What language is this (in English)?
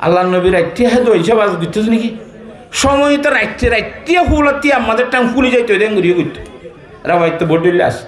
Rohingya